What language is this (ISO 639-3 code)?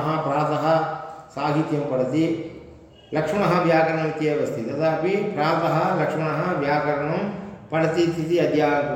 san